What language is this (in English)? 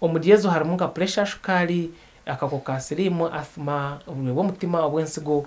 Nyankole